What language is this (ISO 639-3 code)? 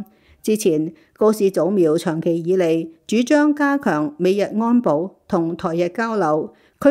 yue